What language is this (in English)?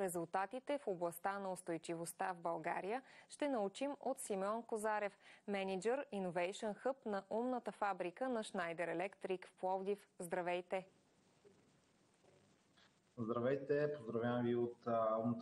Bulgarian